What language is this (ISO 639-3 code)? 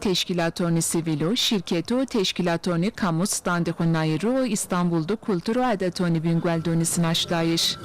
zza